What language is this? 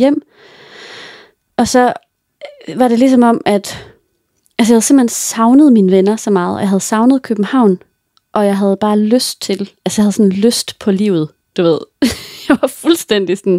Danish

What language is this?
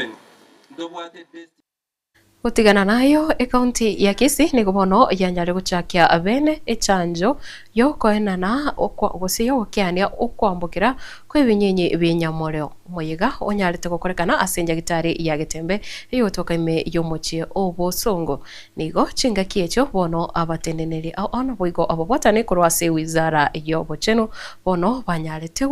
Gusii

